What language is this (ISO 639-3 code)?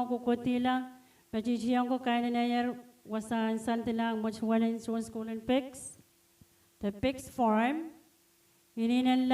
pon